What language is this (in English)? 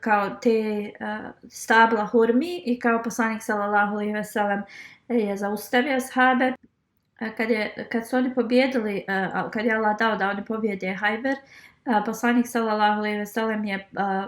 Bosnian